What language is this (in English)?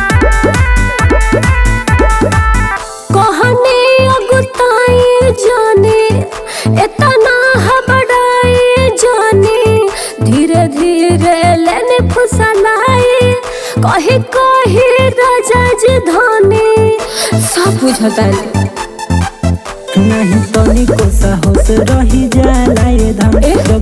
Bhojpuri